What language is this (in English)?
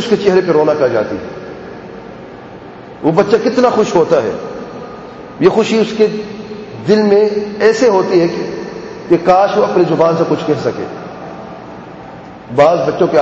Urdu